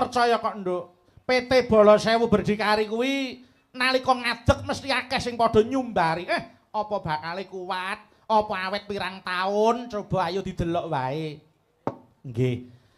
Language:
Javanese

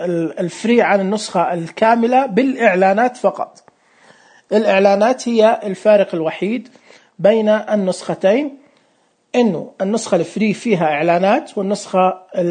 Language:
Najdi Arabic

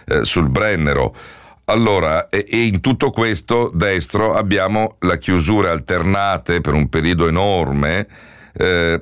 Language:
Italian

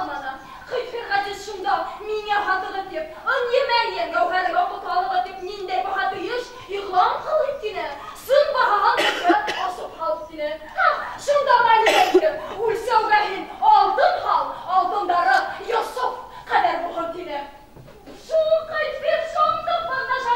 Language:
Bashkir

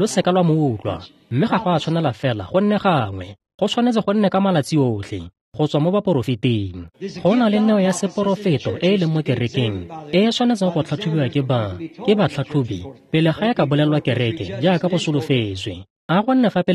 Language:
Tswana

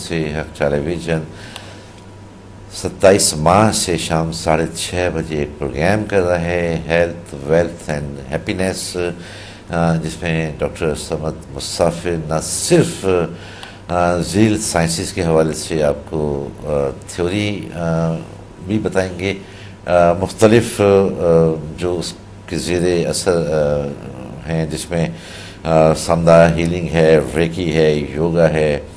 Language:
Urdu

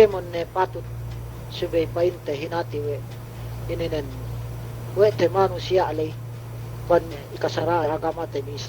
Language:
Yakan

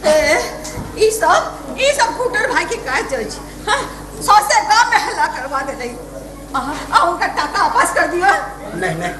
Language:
Maithili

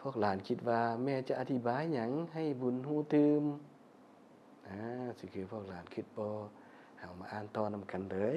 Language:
Lao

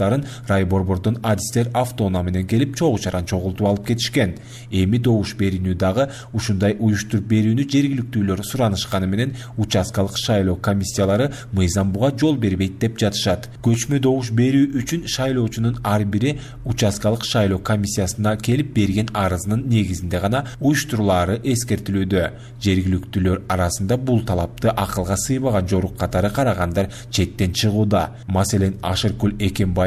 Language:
Kyrgyz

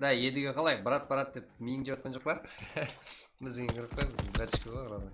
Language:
Kara-Kalpak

